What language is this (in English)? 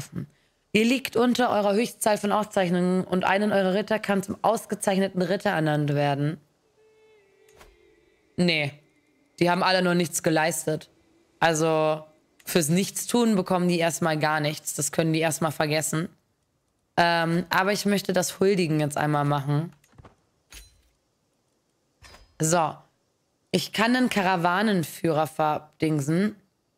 German